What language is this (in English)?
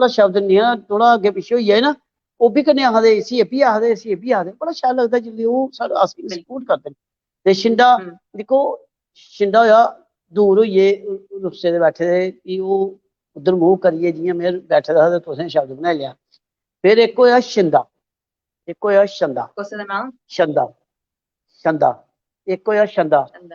Dogri